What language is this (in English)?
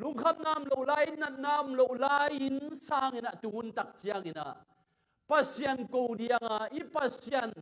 Tedim Chin